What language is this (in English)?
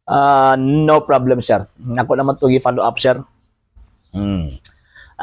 Cebuano